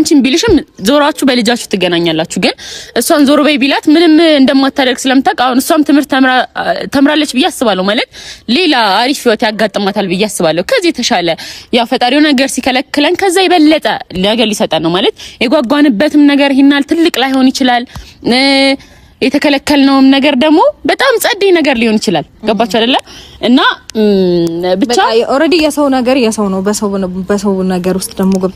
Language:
Amharic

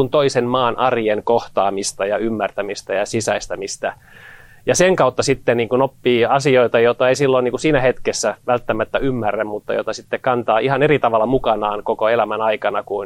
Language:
Finnish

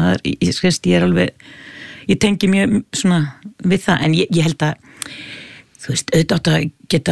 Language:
Icelandic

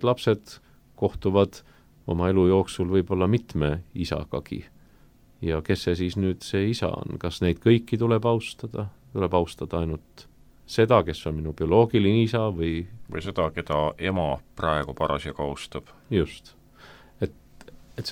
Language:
Estonian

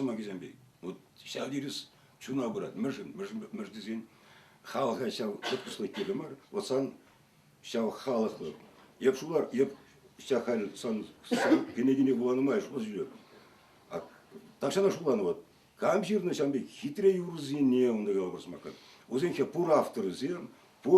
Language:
Chuvash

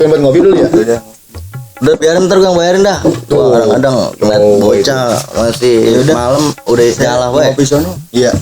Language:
Betawi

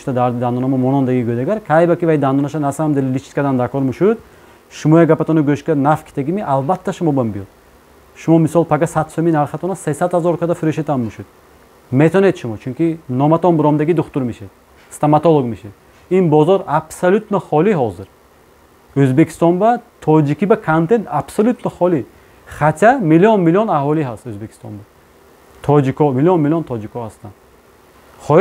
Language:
Tajik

